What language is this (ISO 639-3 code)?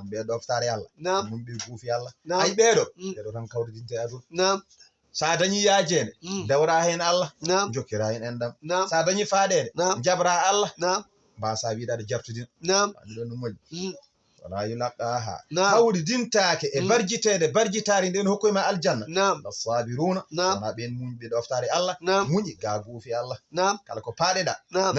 ful